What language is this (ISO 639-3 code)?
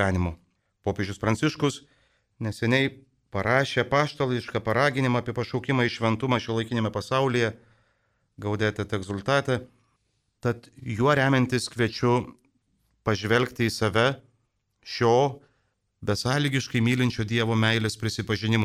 lit